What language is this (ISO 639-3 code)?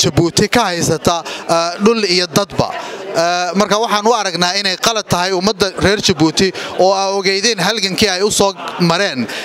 som